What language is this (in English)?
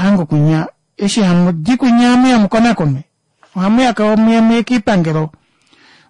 Kuanyama